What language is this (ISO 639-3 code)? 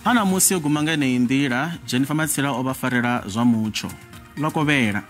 ven